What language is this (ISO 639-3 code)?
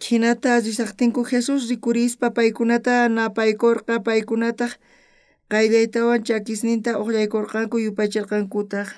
quh